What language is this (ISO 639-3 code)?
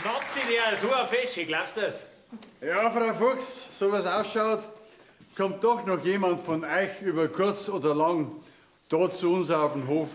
bar